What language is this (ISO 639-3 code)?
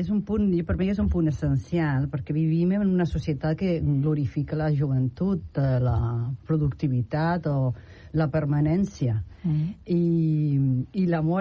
cat